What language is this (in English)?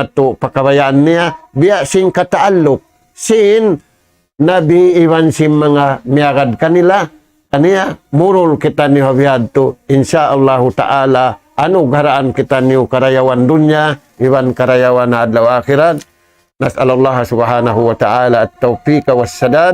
Tausug